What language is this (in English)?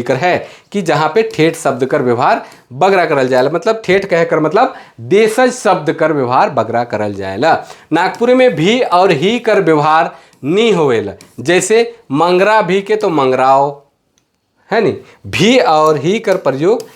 Sadri